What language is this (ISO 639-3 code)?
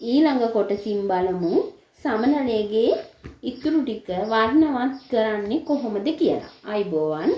sin